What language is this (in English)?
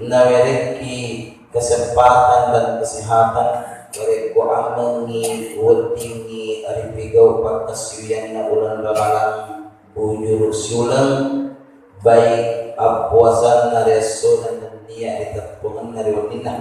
Buginese